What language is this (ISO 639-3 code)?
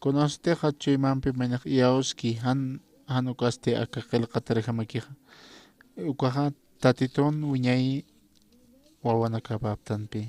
aym